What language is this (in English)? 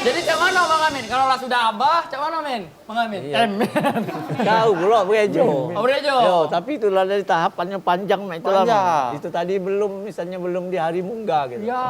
Musi